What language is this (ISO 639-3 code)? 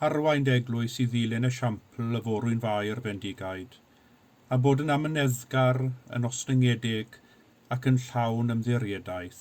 cym